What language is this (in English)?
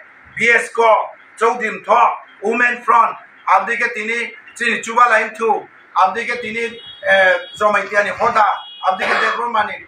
Riang (India)